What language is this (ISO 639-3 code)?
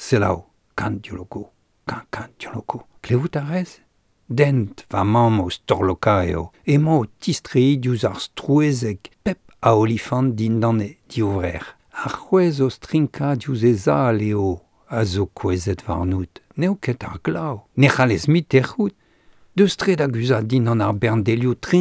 bre